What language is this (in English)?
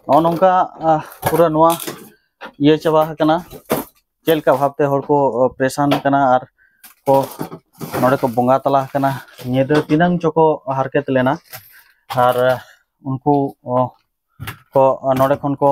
Santali